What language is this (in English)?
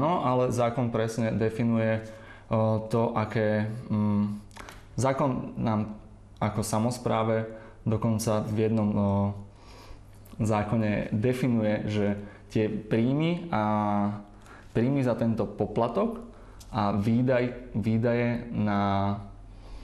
Slovak